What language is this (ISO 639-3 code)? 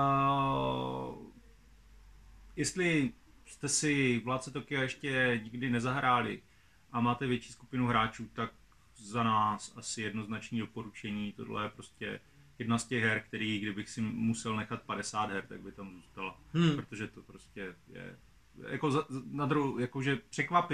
ces